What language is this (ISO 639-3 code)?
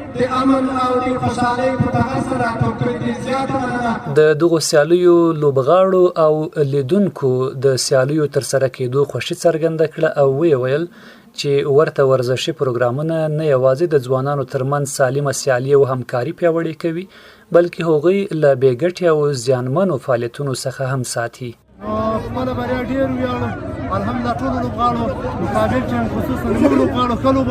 pus